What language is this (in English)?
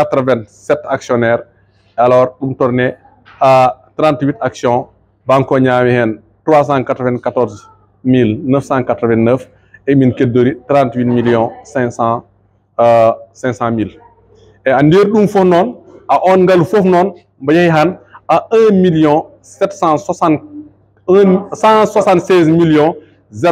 Fula